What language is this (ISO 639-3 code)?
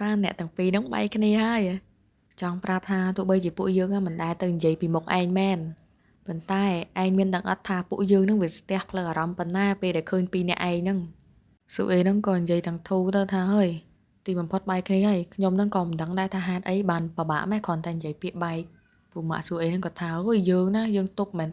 khm